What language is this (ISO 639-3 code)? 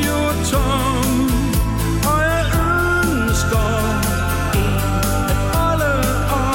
dan